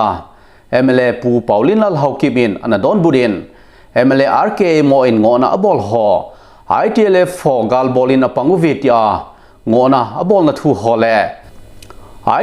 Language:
Thado Chin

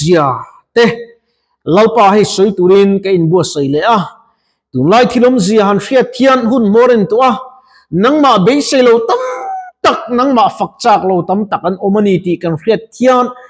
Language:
Mizo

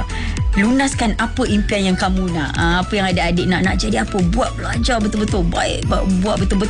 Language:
Malay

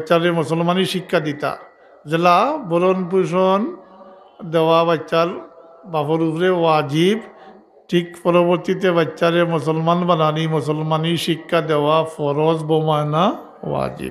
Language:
Sylheti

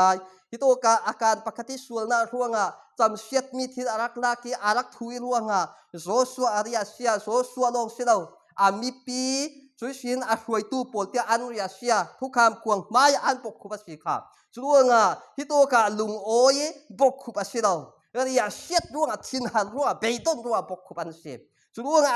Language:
Falam Chin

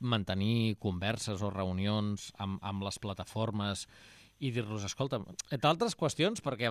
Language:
Catalan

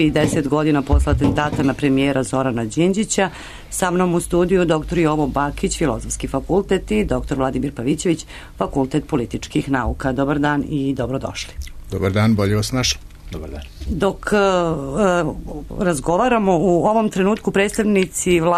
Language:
Serbian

